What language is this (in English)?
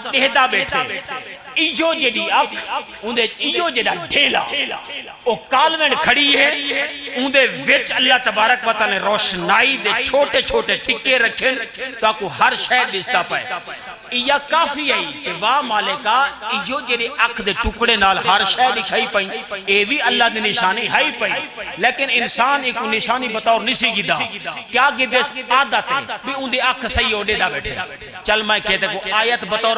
Saraiki